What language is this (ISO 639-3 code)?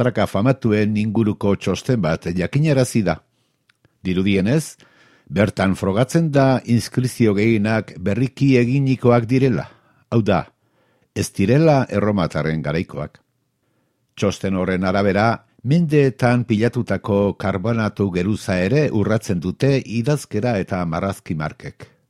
eus